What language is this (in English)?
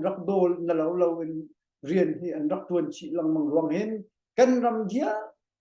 Hakha Chin